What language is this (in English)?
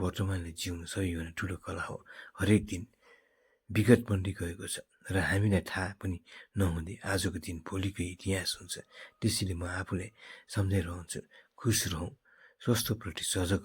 Nepali